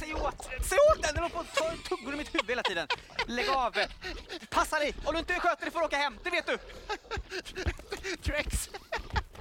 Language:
Swedish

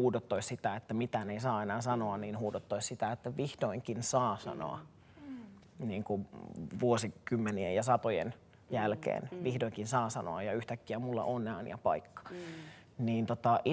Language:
Finnish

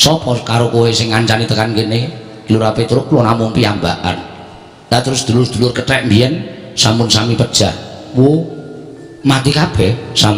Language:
Javanese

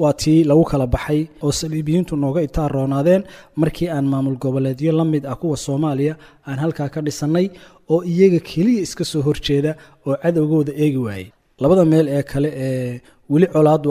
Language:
Somali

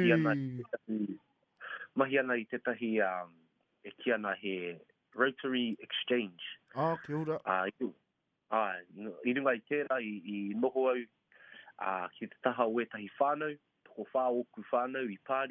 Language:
Māori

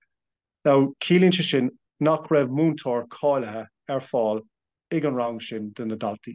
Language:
Irish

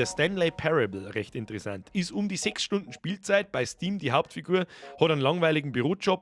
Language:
Bavarian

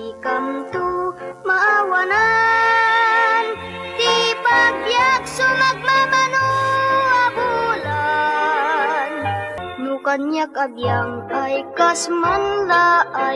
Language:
Iloko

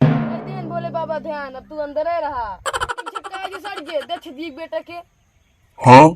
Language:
Awadhi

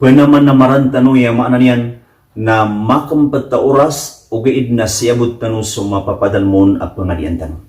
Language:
Maranao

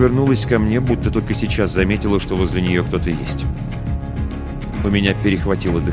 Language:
Russian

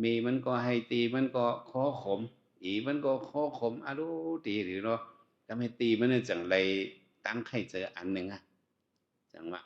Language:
Shan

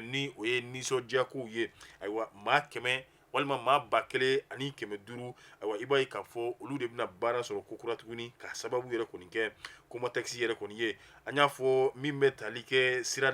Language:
Bambara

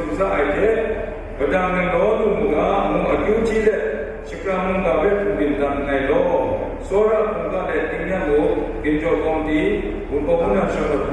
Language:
Kachin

